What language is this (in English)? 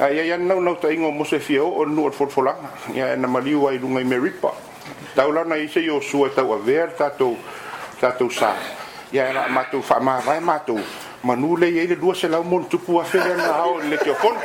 Samoan